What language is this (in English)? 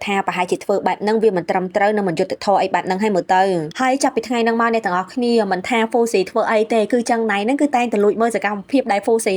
Khmer